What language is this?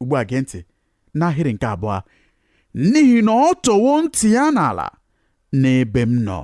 Igbo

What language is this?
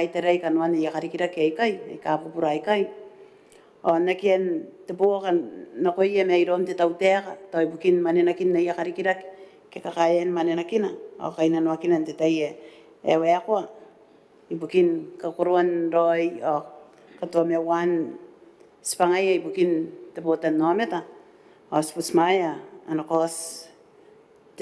Gilbertese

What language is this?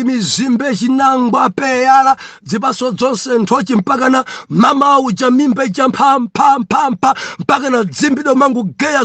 Nyanja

